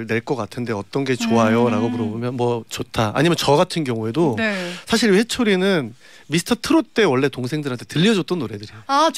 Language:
Korean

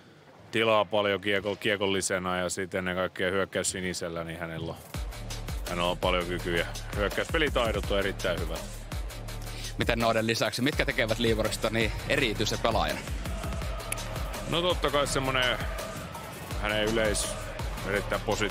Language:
Finnish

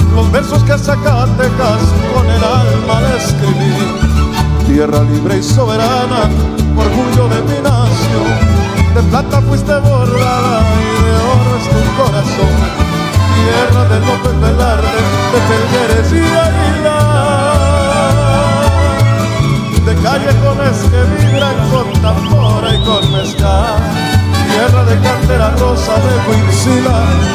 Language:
Spanish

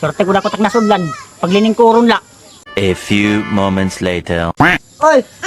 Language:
Waray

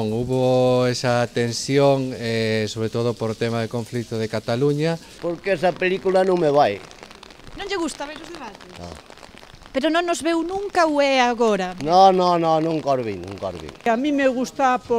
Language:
Galician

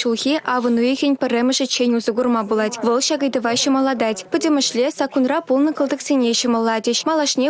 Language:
Chuvash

